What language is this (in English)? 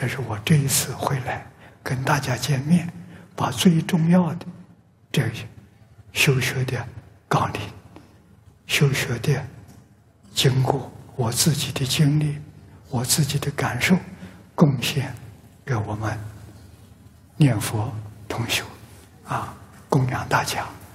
Chinese